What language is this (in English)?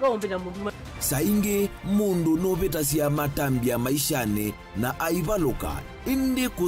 Kamba